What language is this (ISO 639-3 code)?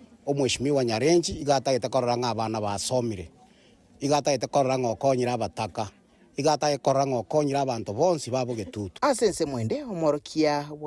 guz